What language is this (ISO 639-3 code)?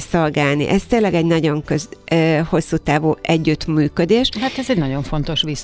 hun